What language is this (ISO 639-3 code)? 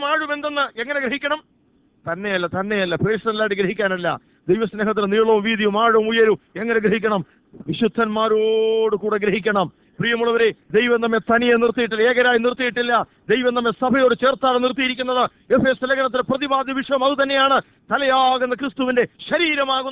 mal